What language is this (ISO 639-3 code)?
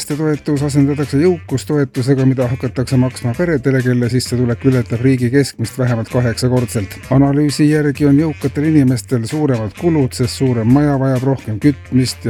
est